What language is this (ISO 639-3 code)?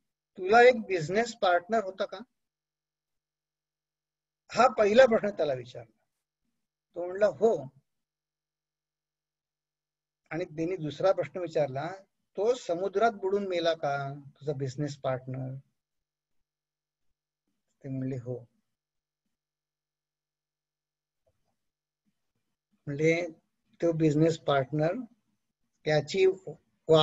mar